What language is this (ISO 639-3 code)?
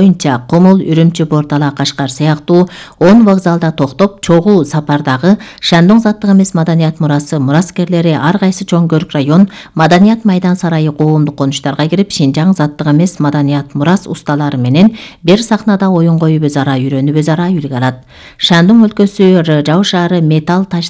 kir